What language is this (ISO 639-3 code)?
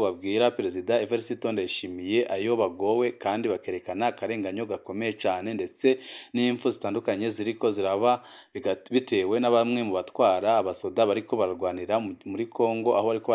run